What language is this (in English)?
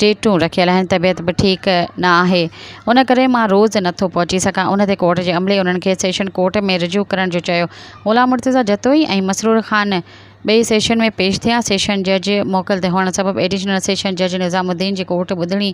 Sindhi